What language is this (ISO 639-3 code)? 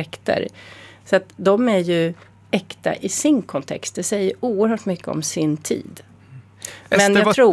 swe